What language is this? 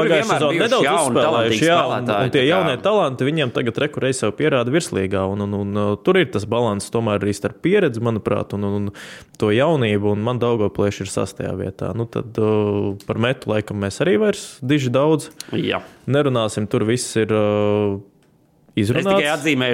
Latvian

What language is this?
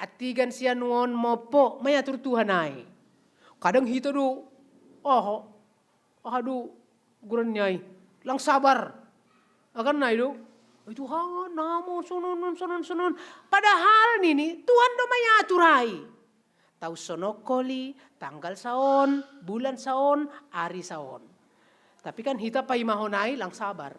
Batak Simalungun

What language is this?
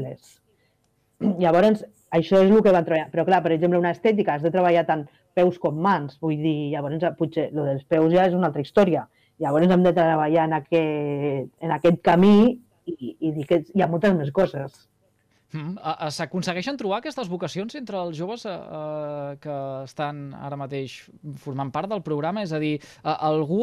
Catalan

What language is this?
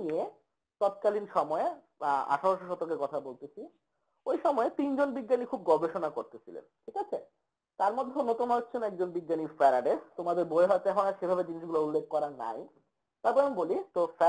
Bangla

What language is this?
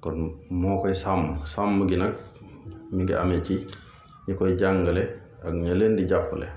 Wolof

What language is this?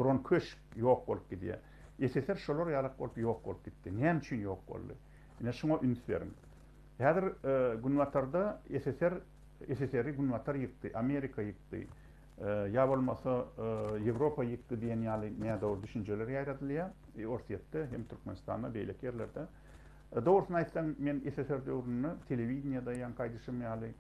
Turkmen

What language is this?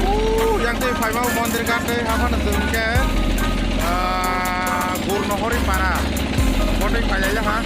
Kok Borok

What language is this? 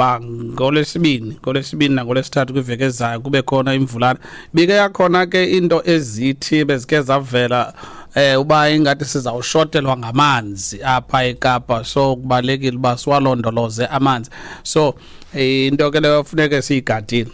Xhosa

